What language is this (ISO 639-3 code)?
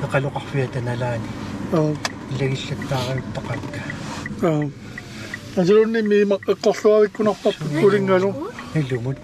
kal